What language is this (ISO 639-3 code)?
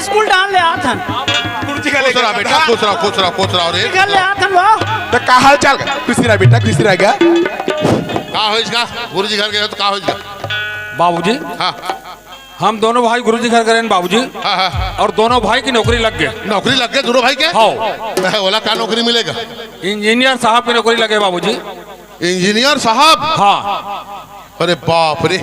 hne